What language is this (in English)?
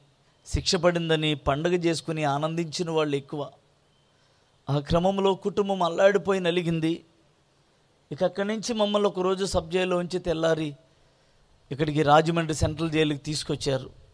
Telugu